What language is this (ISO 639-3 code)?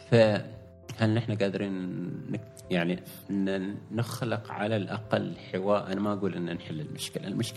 afb